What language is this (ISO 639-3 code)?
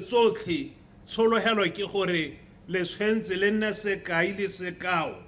tsn